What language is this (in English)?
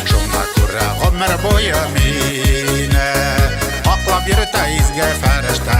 Bashkir